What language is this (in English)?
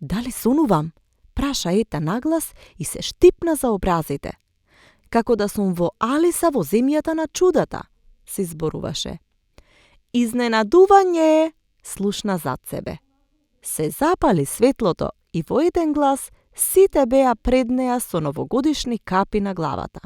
Macedonian